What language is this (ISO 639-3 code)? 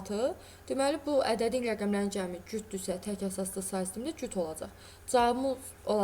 aze